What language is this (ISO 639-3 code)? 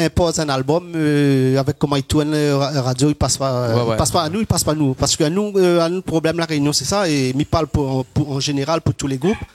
rcf